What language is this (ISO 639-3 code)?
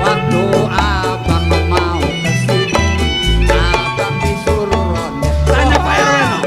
bew